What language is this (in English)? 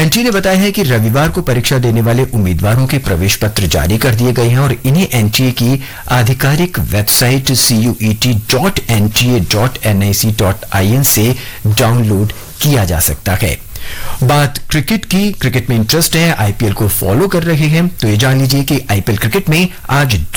Hindi